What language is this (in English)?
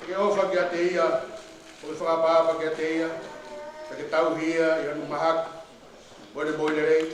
Tongan